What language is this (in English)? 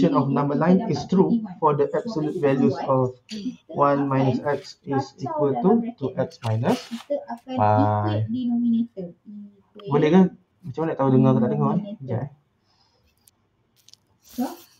Malay